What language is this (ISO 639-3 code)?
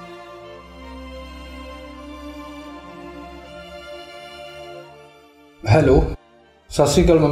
pan